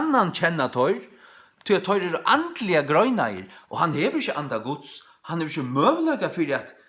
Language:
Faroese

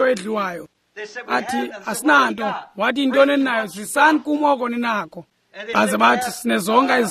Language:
Xhosa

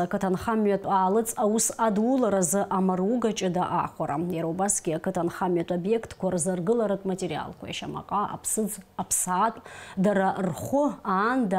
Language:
Abkhazian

